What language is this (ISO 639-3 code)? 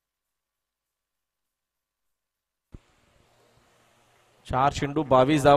mar